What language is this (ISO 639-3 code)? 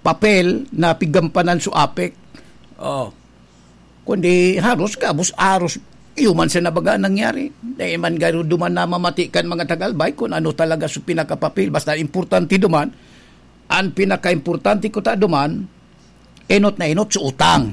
bik